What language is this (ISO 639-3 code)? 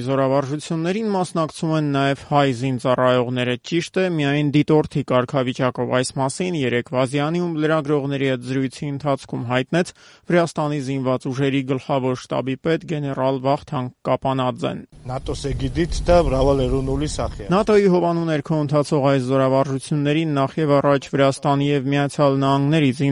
hye